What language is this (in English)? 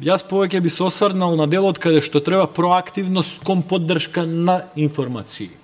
Macedonian